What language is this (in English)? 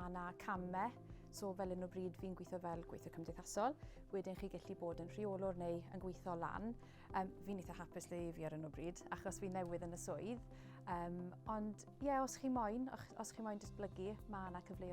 Welsh